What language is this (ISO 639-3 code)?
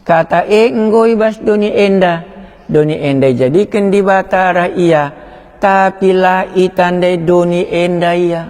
btx